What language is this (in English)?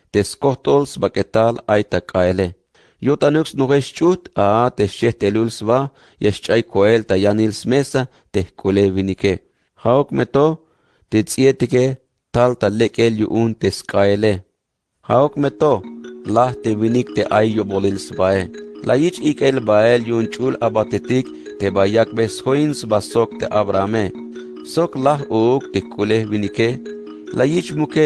Tzeltal